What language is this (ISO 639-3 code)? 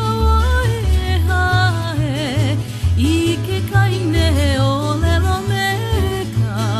haw